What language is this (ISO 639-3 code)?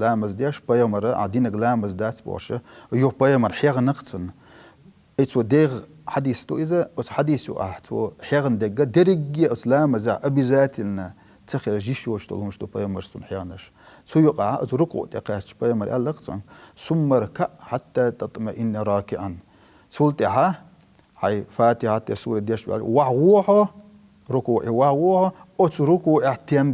che